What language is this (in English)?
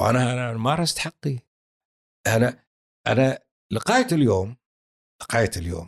Gulf Arabic